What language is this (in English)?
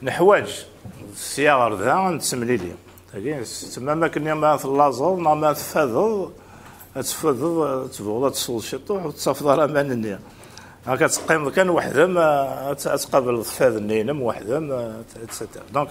Kabyle